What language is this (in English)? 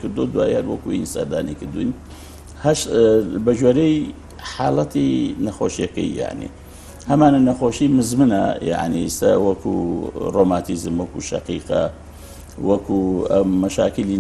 Central Kurdish